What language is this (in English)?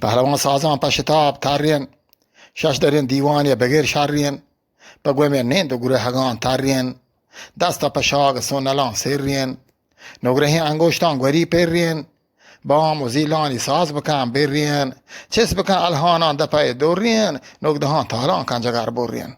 Eastern Balochi